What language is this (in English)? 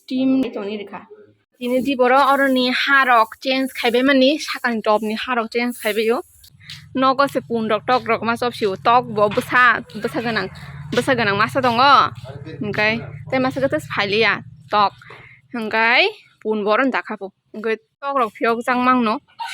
Kok Borok